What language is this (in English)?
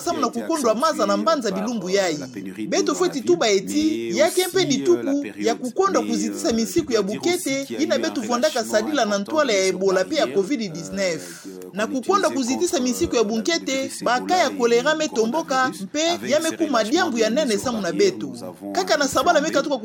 Kituba (Democratic Republic of Congo)